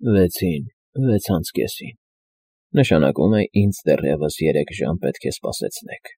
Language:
Armenian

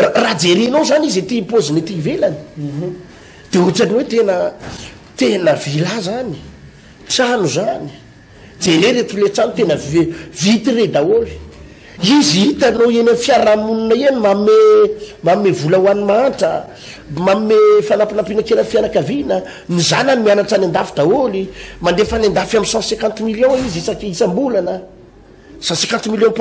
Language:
Malagasy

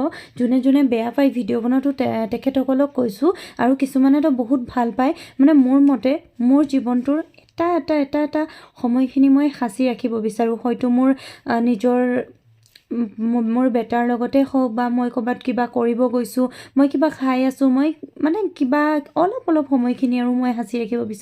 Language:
Assamese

